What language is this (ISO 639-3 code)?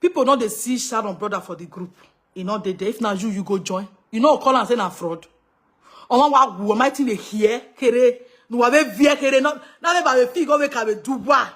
pcm